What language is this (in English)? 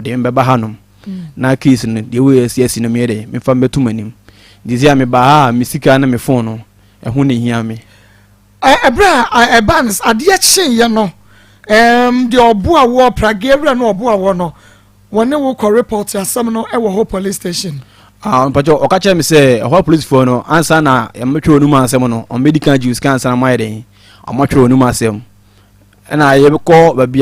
Akan